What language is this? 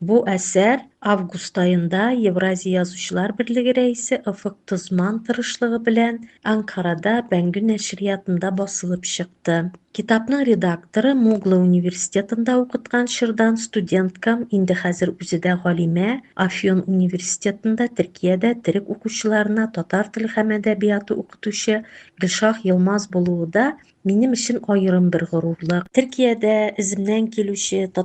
Tatar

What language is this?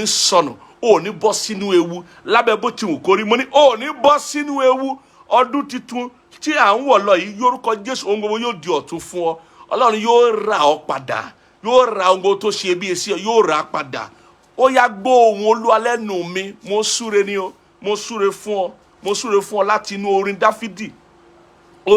Yoruba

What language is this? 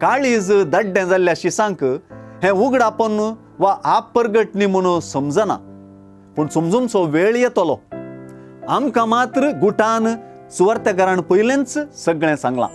Konkani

